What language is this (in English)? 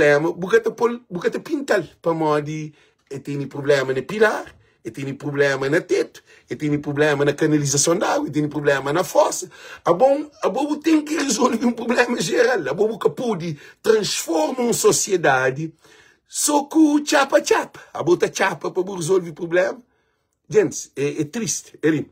Kabuverdianu